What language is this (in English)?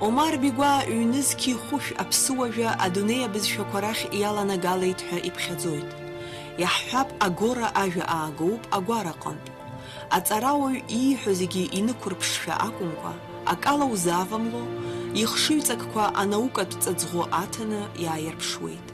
Abkhazian